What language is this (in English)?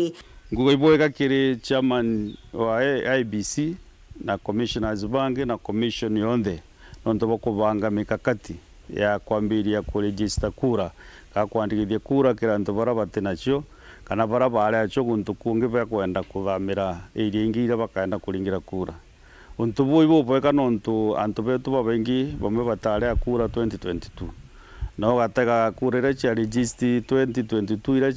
Meru